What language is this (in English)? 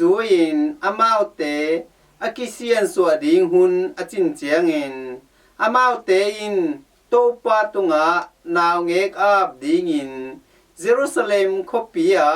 Tedim Chin